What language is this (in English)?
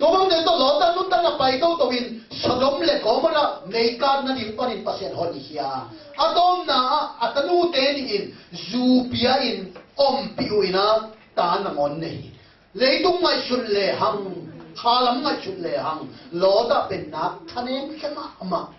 Tedim Chin